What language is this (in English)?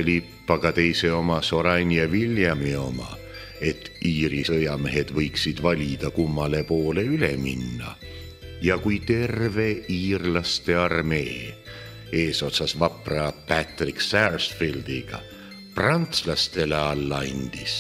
Estonian